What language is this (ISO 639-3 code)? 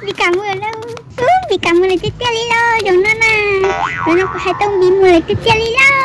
hmn